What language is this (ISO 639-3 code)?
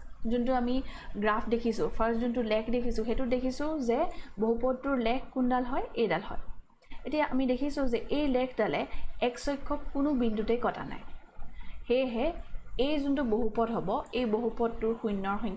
asm